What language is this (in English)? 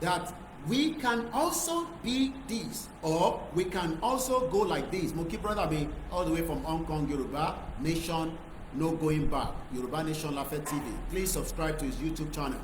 Yoruba